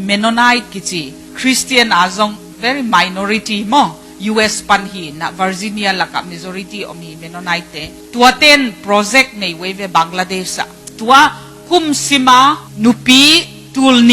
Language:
Tedim Chin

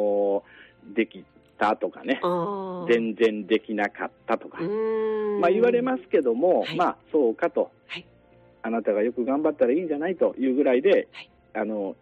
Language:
Japanese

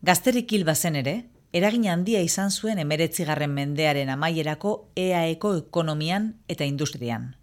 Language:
Basque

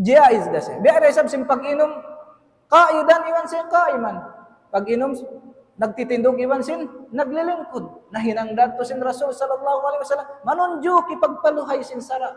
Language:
Tausug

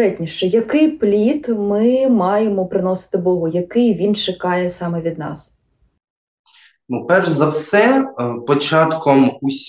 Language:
Ukrainian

